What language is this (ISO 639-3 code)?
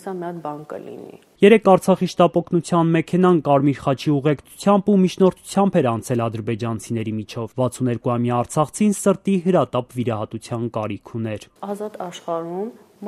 hye